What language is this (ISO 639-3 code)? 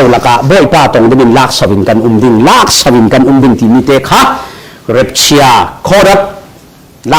cfm